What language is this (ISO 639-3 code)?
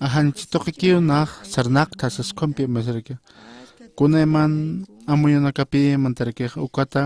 aym